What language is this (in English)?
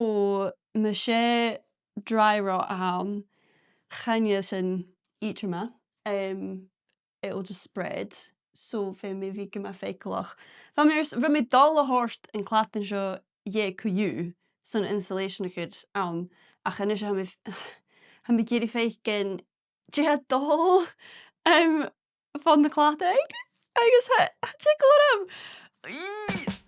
Scottish Gaelic